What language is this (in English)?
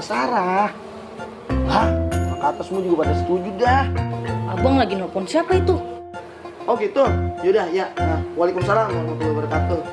Betawi